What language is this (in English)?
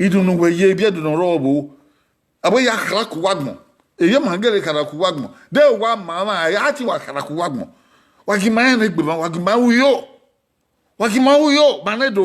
Bini